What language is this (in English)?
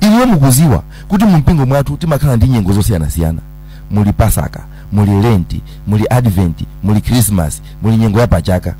Nyanja